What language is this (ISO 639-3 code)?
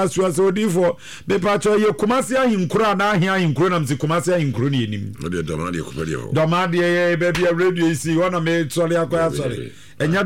aka